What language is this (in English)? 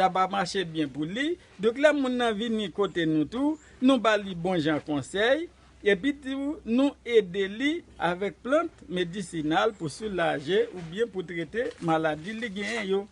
Haitian Creole